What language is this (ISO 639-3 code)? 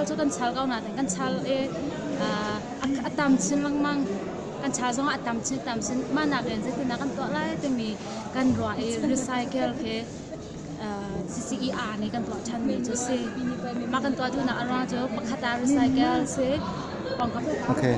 cnh